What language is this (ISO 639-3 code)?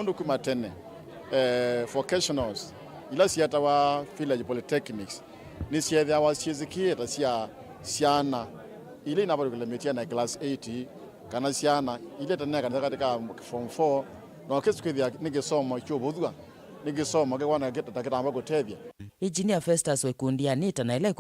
kam